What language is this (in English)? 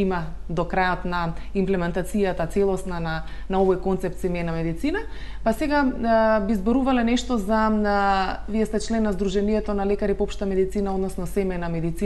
Macedonian